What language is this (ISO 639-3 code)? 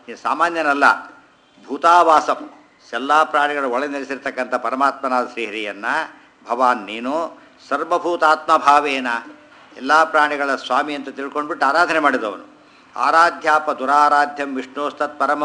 kan